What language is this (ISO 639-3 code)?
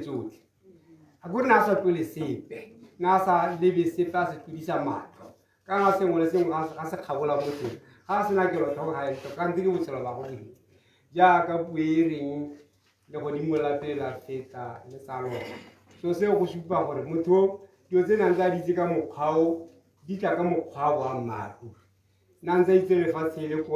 tsn